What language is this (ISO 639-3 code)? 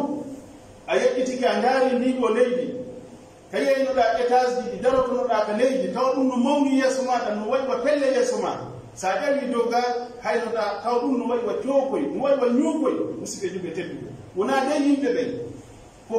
fuf